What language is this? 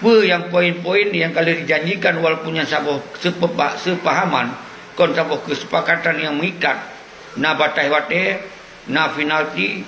Achinese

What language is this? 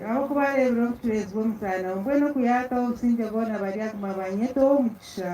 Nyankole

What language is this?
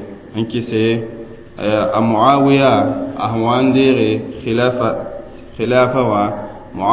Mossi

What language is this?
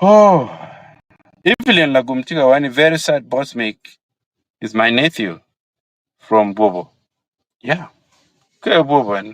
Acoli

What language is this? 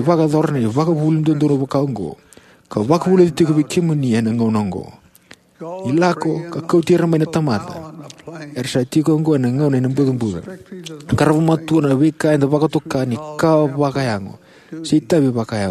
Fijian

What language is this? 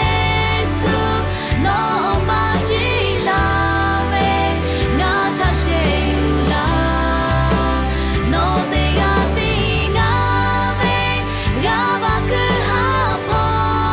Lahu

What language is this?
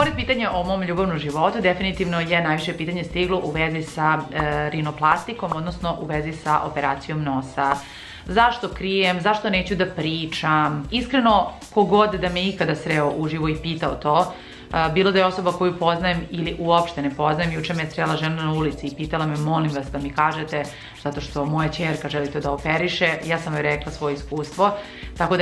Serbian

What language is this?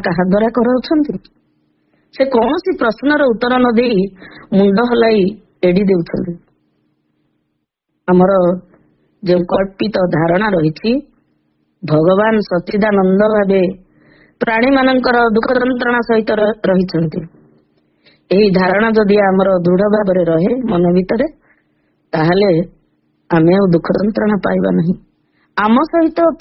Odia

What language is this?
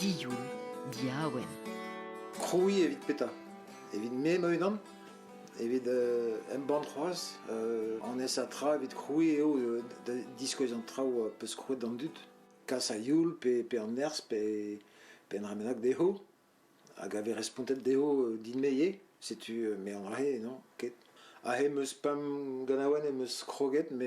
Breton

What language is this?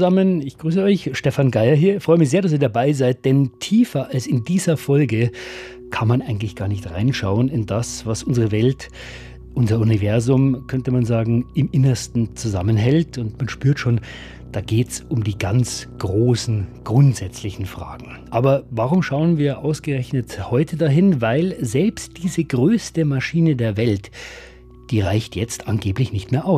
German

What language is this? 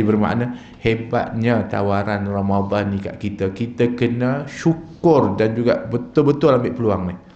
Malay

